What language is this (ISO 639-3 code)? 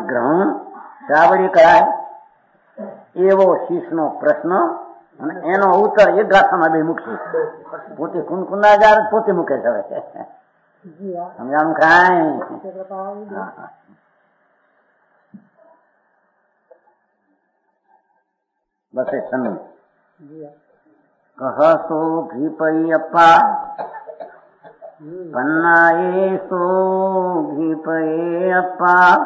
guj